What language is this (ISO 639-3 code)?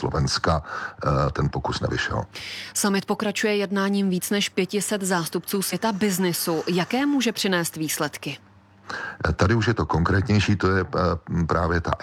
ces